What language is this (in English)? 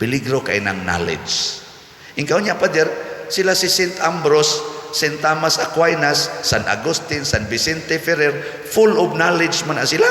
Cebuano